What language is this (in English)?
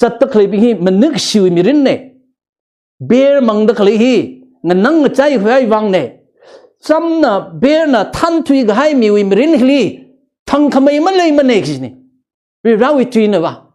Tangkhul Naga (India)